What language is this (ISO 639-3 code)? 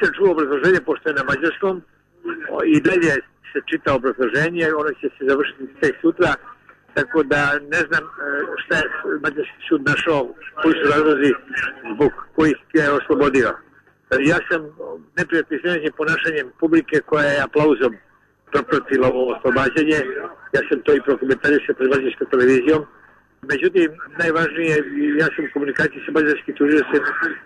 srp